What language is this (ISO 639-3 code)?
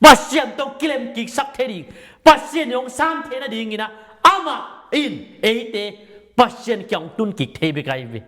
ctd